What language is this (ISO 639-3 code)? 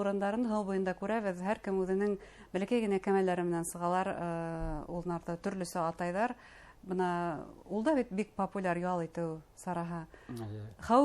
bak